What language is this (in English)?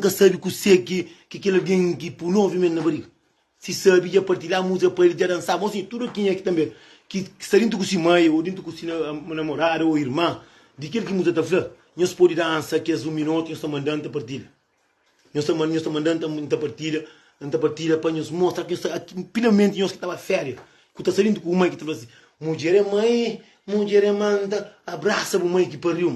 Kabuverdianu